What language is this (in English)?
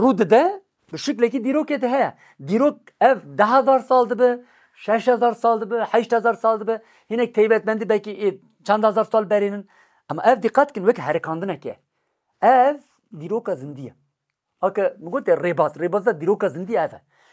Kurdish